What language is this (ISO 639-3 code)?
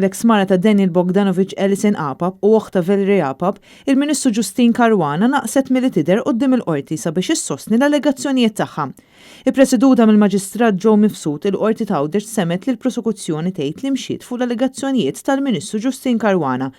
mlt